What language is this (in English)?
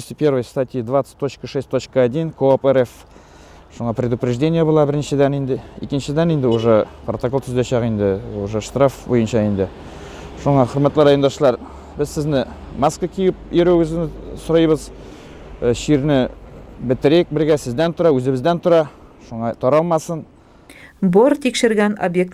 Tatar